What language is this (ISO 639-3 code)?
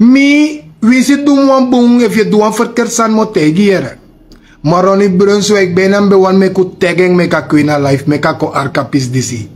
srn